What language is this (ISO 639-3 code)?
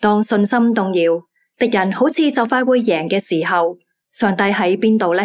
yue